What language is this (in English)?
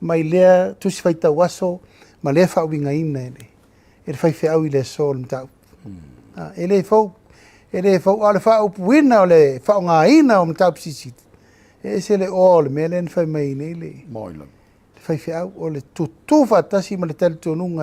Samoan